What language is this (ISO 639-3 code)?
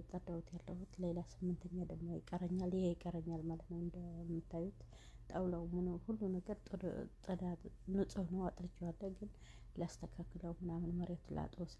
amh